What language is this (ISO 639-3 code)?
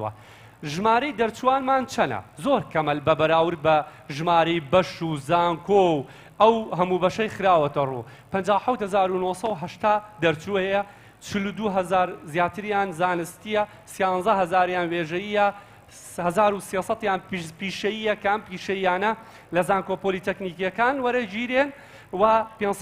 ckb